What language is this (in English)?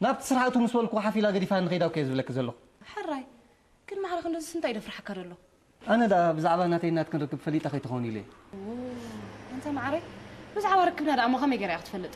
Tigrinya